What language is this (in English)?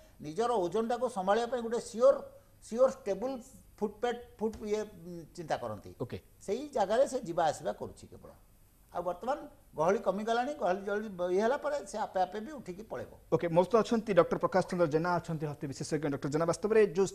Odia